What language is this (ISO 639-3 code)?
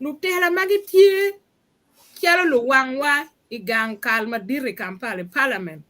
ach